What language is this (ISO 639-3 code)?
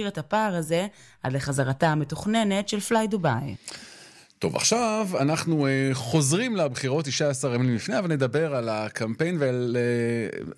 heb